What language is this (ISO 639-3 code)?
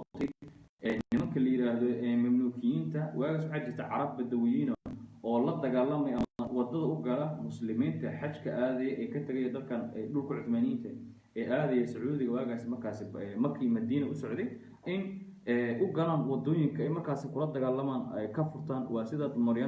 som